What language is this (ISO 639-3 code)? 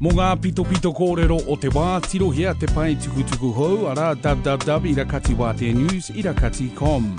mri